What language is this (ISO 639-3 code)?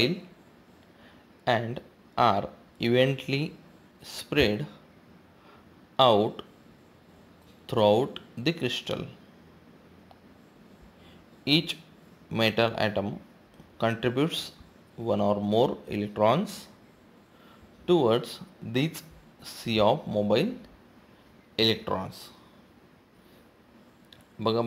mar